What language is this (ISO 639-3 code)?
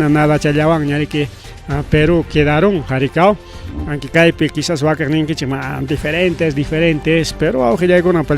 quy